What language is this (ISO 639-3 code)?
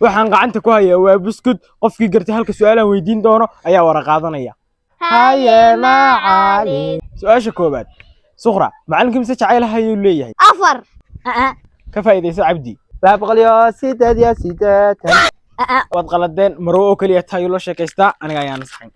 som